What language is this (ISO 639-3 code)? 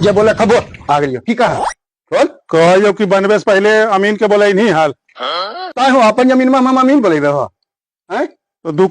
mag